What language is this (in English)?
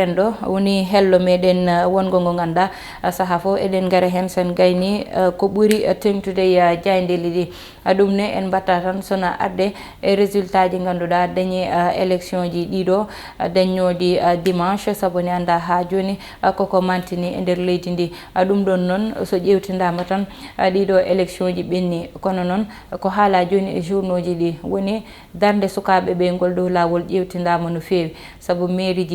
Fula